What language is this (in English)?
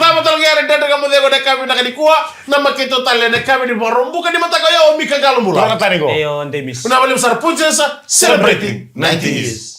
Fijian